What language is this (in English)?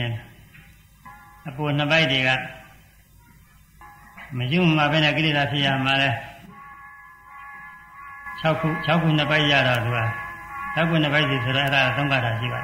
Burmese